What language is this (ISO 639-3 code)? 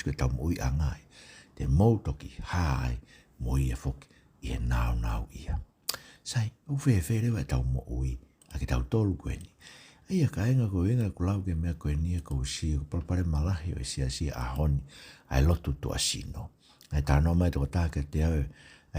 ton